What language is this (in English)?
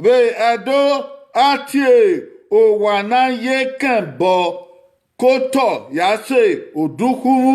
Bini